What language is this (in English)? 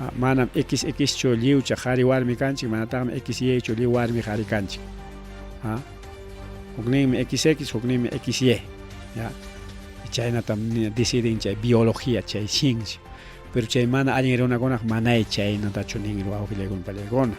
Ayacucho Quechua